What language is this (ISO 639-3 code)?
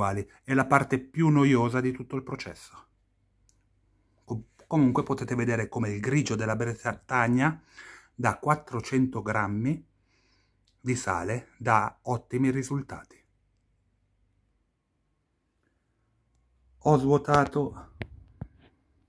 ita